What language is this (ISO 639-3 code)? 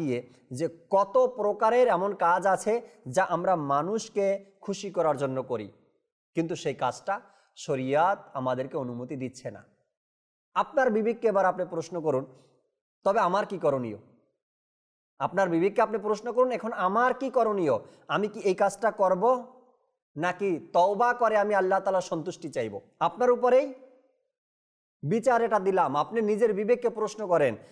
ben